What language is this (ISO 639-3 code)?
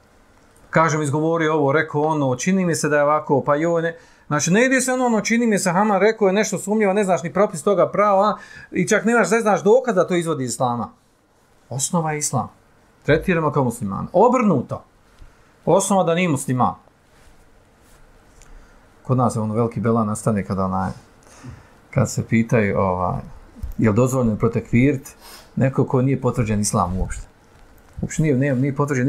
bos